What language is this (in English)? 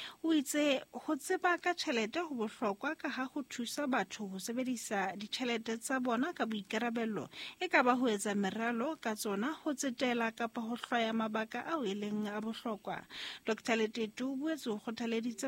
Southern Sotho